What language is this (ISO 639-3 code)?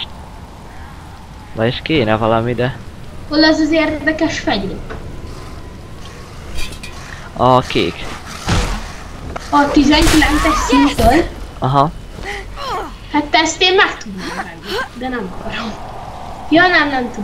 hun